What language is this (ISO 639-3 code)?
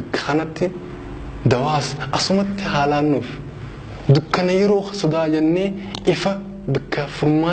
orm